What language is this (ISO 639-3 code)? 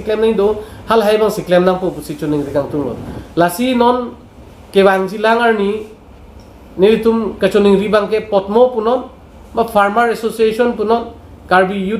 mjw